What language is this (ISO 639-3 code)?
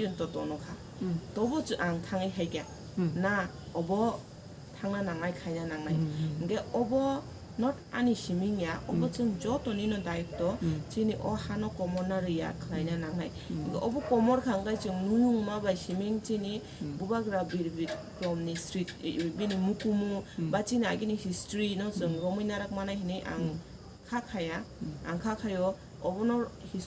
trp